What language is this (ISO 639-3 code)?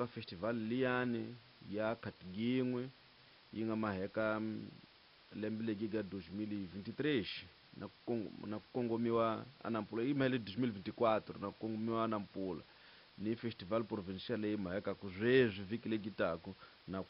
tso